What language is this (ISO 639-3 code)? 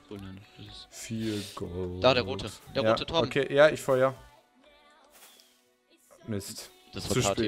deu